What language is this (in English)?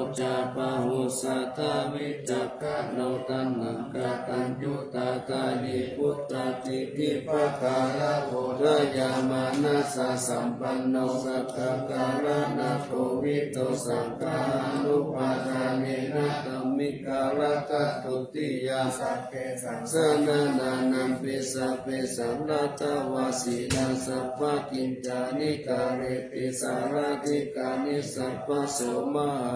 Pali